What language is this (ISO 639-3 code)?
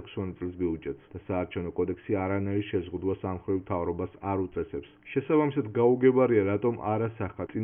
kat